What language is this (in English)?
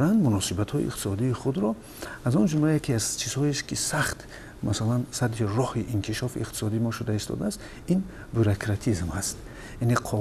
Tajik